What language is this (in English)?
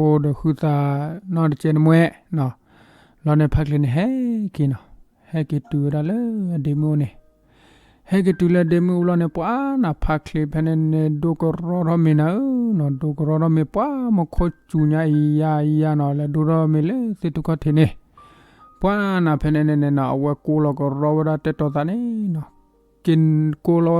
S'gaw Karen